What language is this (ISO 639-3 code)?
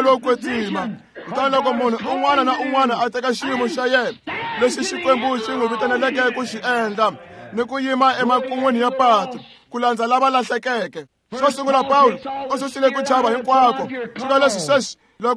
tso